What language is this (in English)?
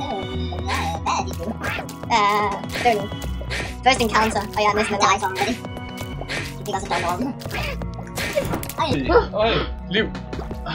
Danish